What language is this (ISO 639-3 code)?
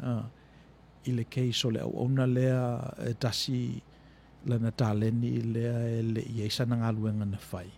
smo